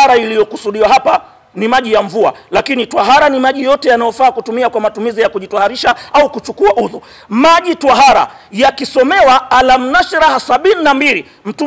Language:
Swahili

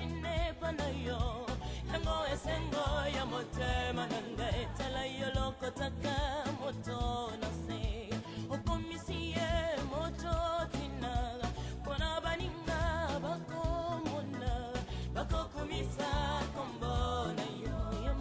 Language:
Lingala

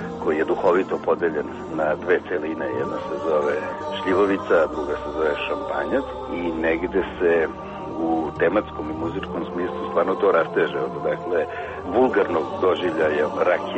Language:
Serbian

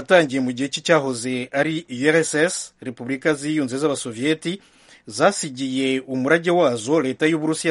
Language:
Kinyarwanda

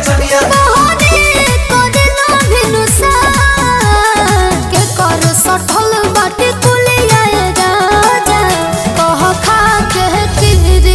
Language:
Bhojpuri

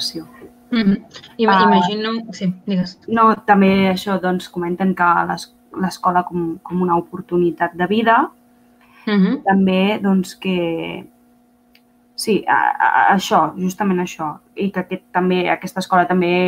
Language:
Catalan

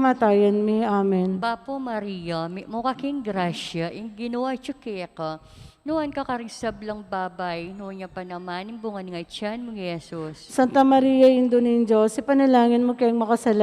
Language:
Pampanga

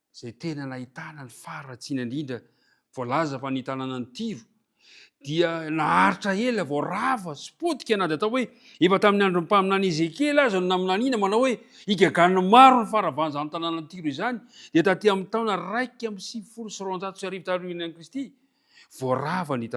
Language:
Malagasy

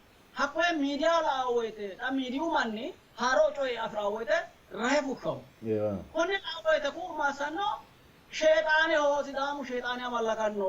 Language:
Sidamo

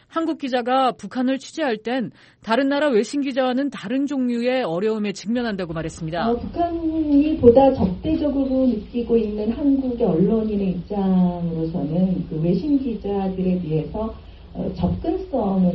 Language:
Korean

